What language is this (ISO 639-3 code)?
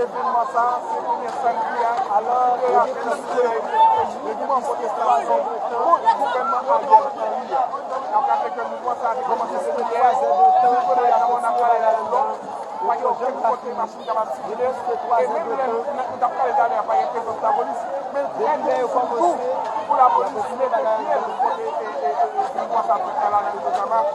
hat